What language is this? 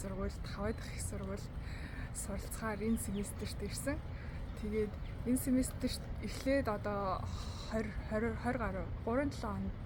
Mongolian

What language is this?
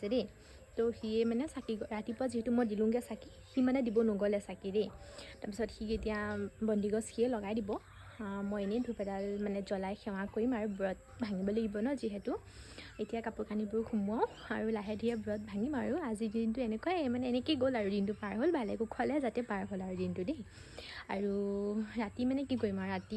Assamese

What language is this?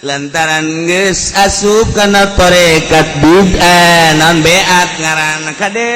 Sundanese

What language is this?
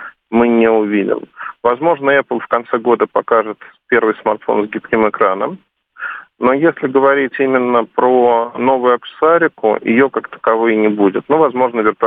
Russian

